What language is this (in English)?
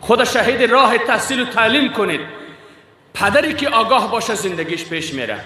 Persian